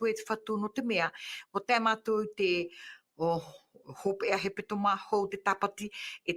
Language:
Tahitian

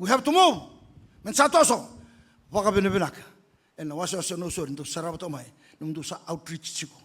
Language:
Fijian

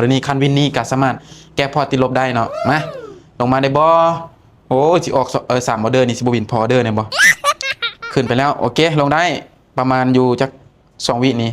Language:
Lao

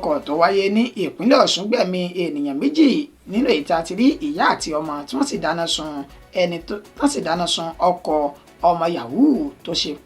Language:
Yoruba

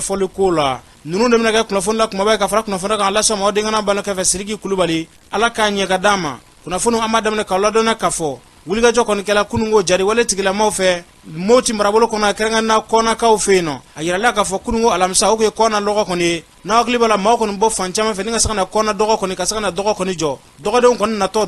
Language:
Bambara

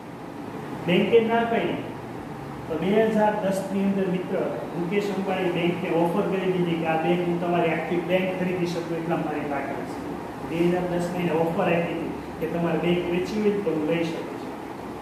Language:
Gujarati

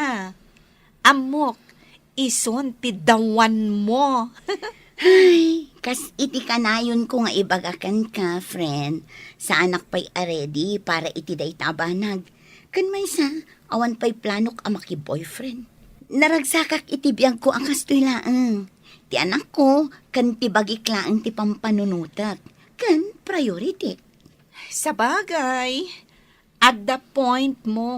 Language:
Iloko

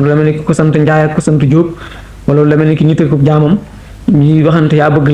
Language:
Wolof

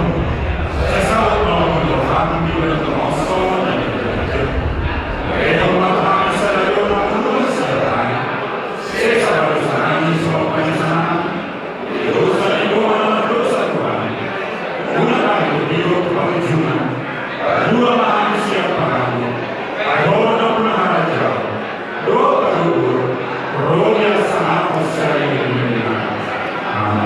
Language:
Batak Toba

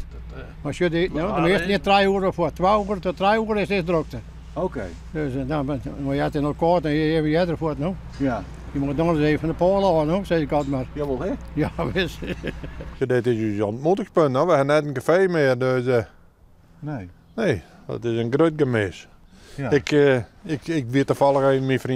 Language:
Western Frisian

